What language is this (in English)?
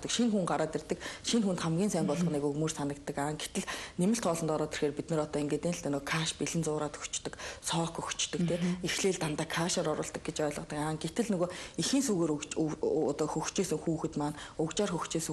Mongolian